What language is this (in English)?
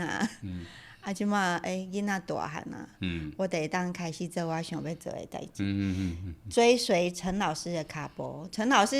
Min Nan Chinese